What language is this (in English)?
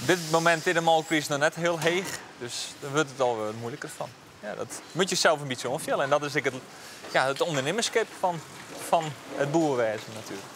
Western Frisian